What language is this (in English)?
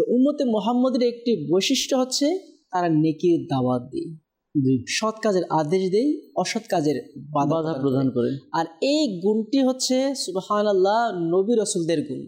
Bangla